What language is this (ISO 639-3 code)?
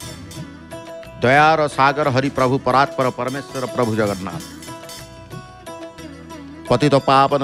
ori